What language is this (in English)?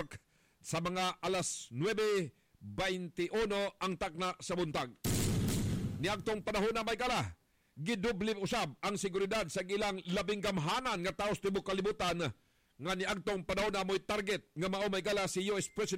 Cebuano